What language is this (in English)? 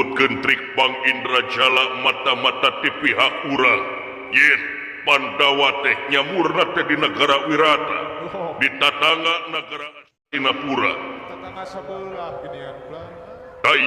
Sundanese